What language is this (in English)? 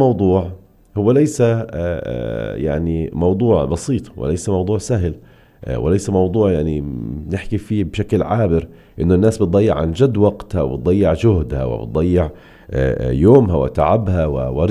North Levantine Arabic